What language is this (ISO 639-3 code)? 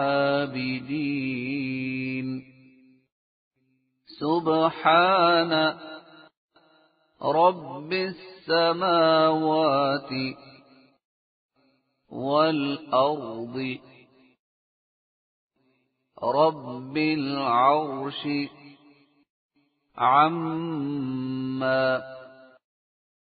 ara